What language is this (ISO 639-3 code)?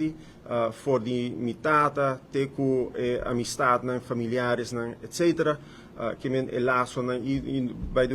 pap